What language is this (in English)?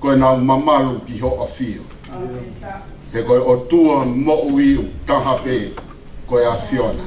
Tongan